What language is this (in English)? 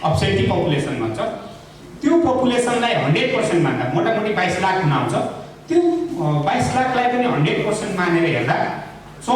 Nepali